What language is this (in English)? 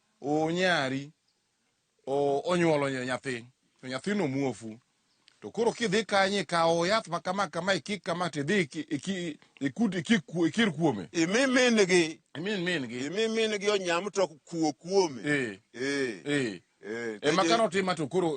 Luo (Kenya and Tanzania)